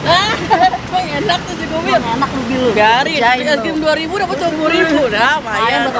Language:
Betawi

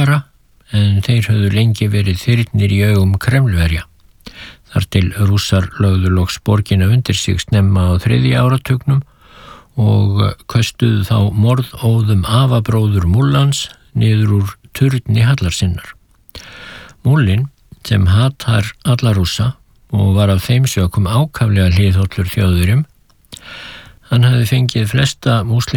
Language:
Icelandic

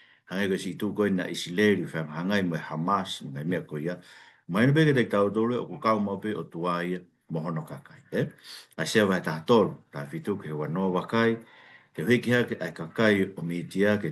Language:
Tongan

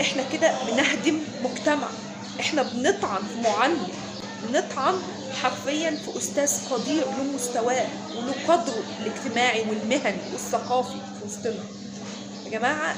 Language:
Egyptian Arabic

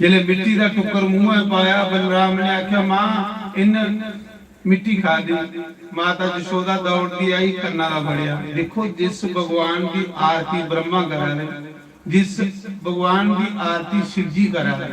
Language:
Dogri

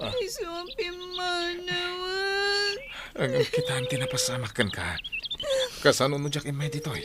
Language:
Iloko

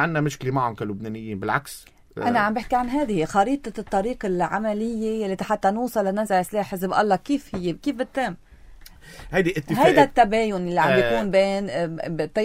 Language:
North Levantine Arabic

